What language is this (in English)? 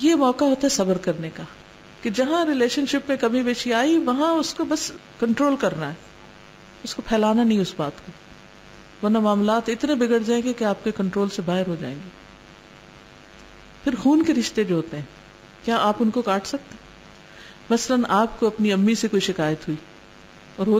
Urdu